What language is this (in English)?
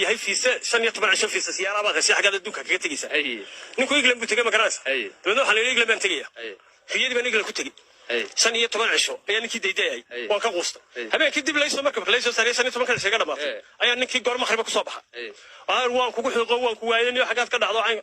Somali